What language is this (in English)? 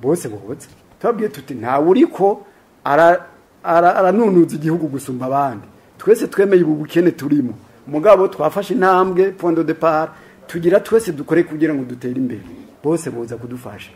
Rundi